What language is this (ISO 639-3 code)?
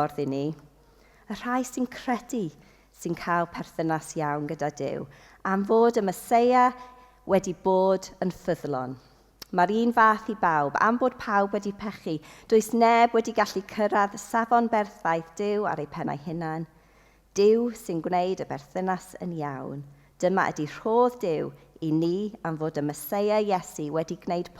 cym